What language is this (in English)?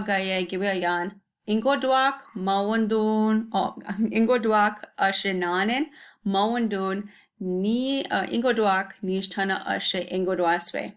Chippewa